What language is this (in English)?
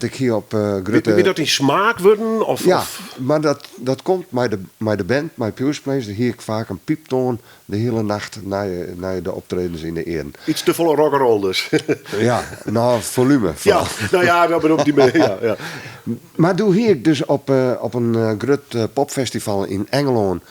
Western Frisian